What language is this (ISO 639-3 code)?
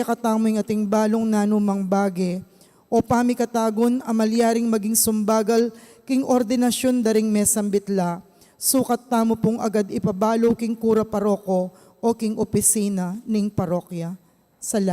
pam